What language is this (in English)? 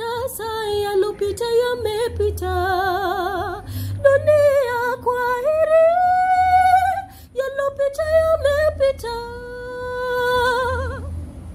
Swahili